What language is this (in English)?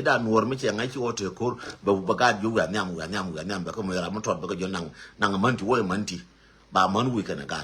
Nuer